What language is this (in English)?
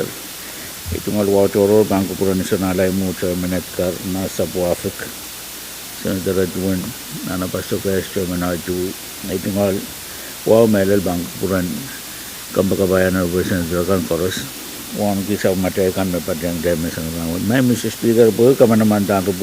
Pohnpeian